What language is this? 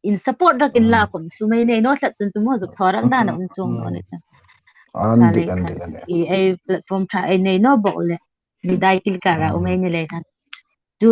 Hmar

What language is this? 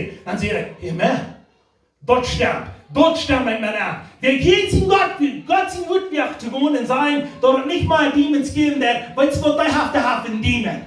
Plautdietsch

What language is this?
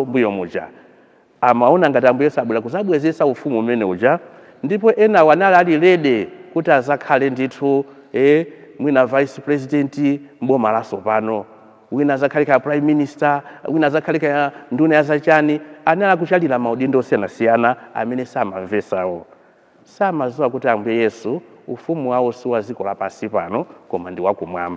Nyanja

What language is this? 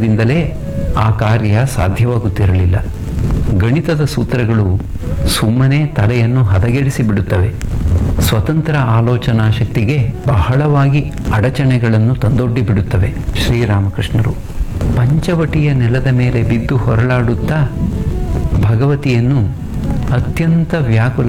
Kannada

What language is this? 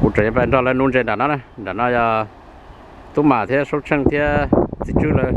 Hmong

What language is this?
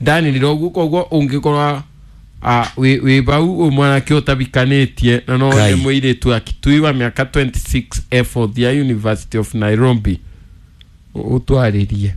Kikuyu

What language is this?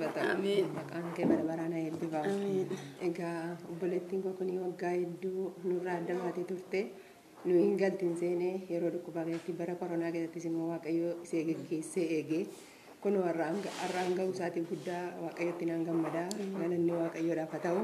Oromo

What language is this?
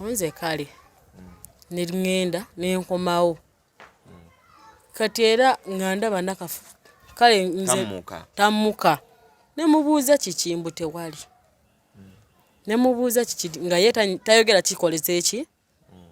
Ganda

